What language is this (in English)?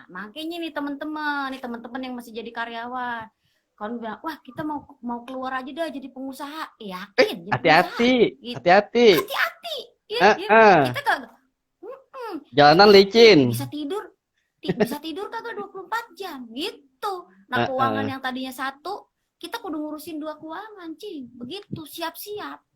Betawi